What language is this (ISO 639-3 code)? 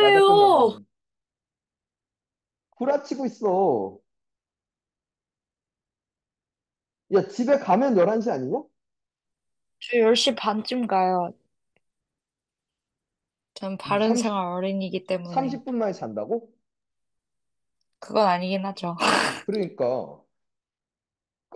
kor